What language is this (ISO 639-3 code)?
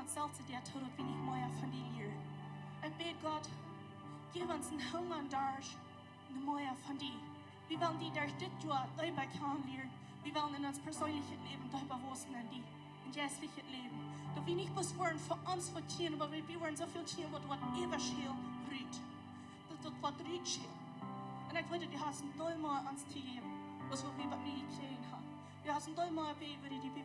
pdt